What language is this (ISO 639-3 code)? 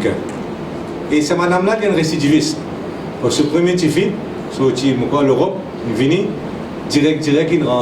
mfe